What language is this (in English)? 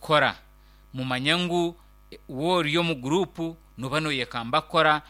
Nyankole